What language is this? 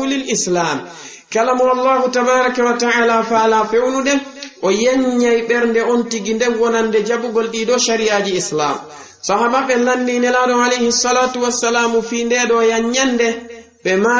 Fula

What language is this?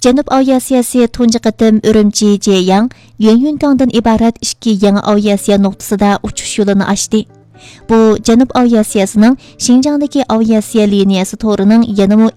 Uyghur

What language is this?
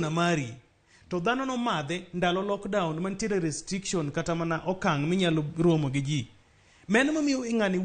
Luo (Kenya and Tanzania)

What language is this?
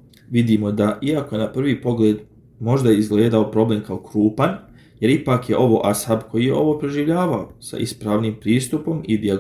Bosnian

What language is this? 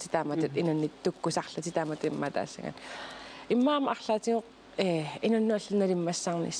Kalaallisut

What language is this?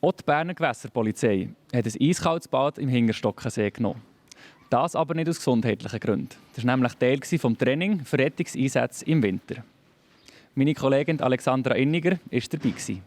Swiss German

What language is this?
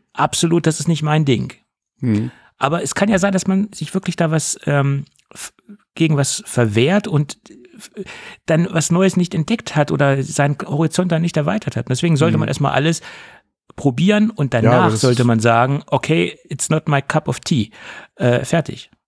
German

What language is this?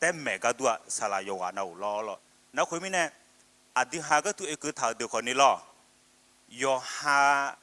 Akha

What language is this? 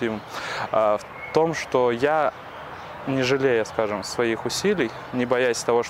Russian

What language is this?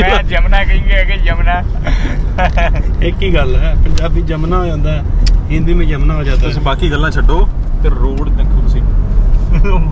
Punjabi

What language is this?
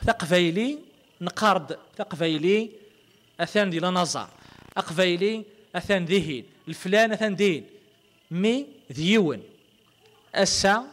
Kabyle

